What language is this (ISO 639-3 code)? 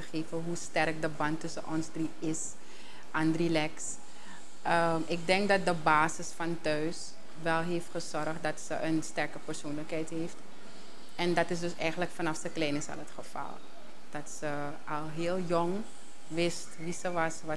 nld